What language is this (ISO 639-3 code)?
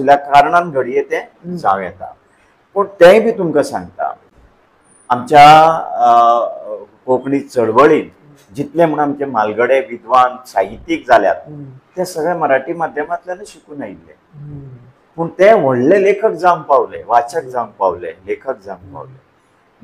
kok